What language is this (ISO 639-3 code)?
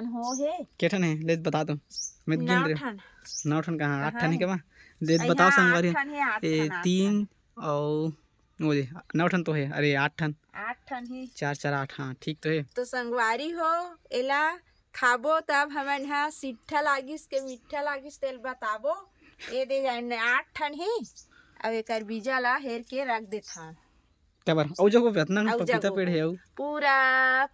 hne